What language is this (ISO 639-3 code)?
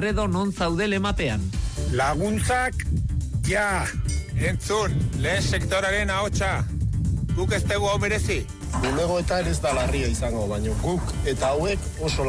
eus